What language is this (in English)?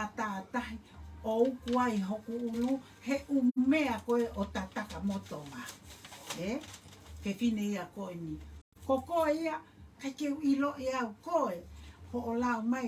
Tongan